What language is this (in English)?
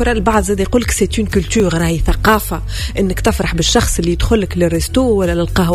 Tunisian Arabic